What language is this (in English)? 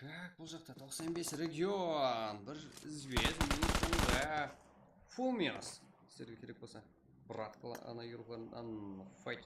Kara-Kalpak